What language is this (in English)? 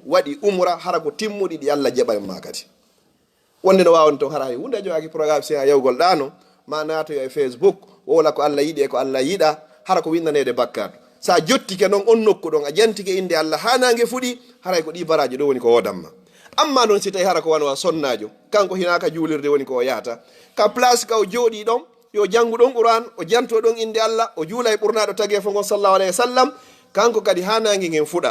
Fula